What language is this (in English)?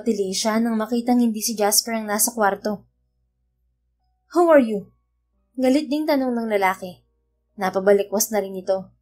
Filipino